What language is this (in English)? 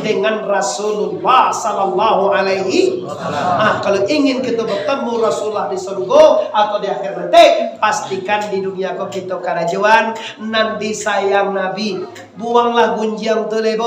Minangkabau